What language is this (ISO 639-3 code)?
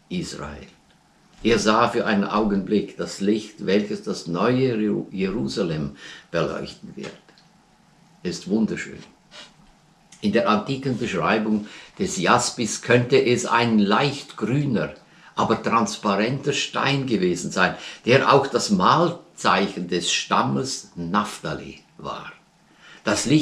deu